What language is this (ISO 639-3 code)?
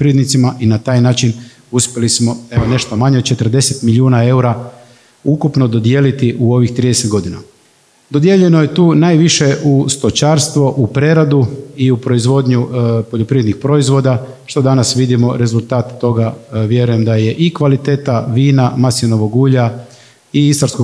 hrv